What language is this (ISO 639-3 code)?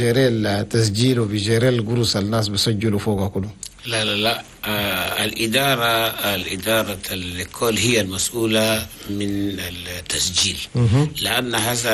shu